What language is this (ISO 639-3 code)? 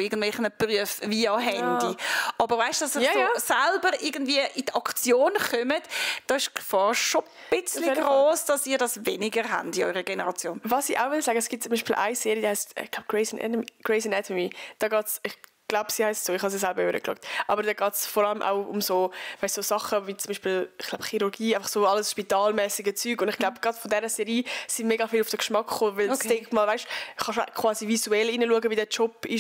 gsw